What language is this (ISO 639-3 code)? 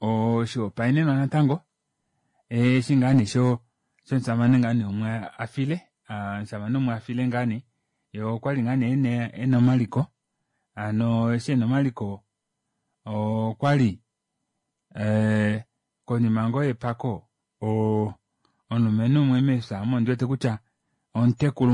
kua